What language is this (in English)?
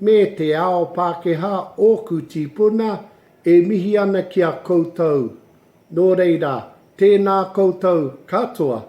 Māori